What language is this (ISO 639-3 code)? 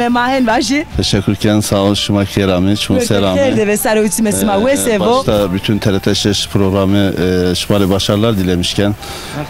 zza